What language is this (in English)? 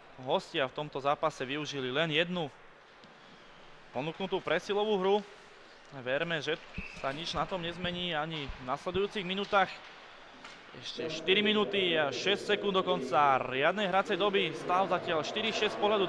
Slovak